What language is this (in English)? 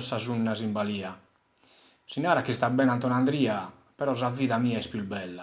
Sardinian